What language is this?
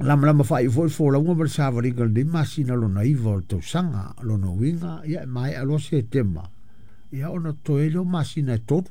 Samoan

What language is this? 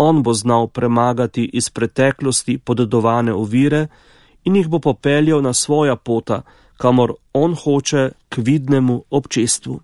Slovenian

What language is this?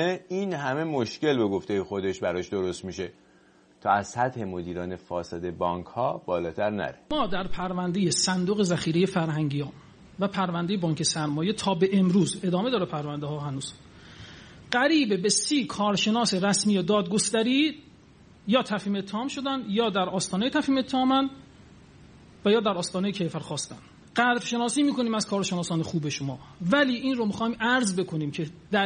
Persian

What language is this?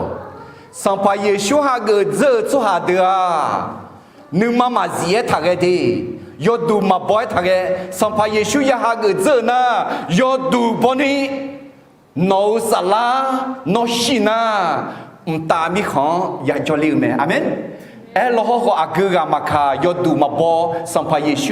Akha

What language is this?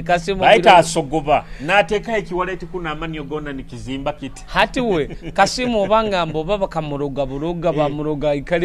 Nyoro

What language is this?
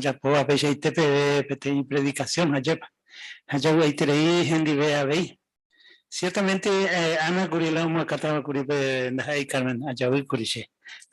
Guarani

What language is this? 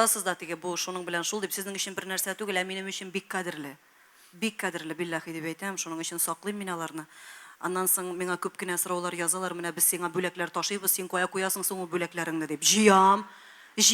Tatar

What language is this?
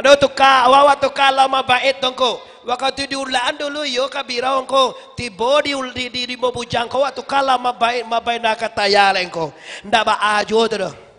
Minangkabau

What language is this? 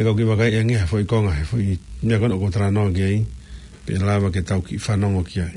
Tongan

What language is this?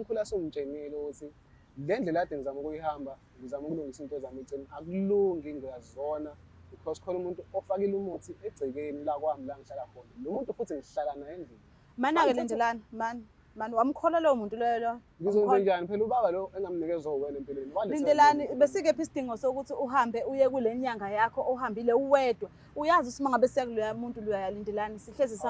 Zulu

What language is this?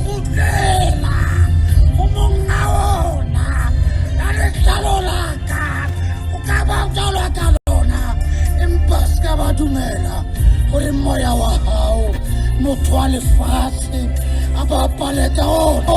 Southern Sotho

